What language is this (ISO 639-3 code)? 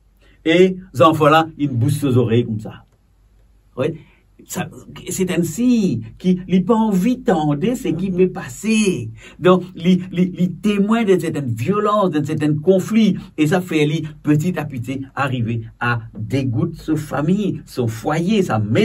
mfe